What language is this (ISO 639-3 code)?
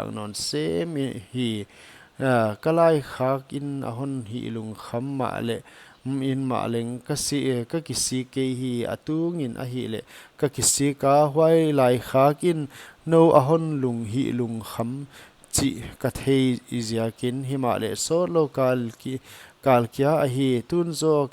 pck